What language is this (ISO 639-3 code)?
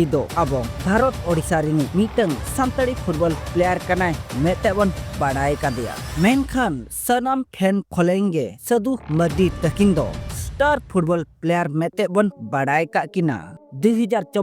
sat